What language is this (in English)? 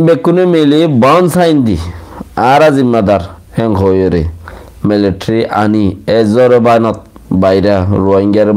Rohingya